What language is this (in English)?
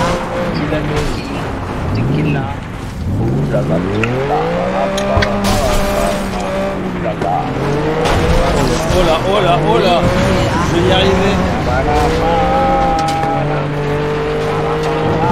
French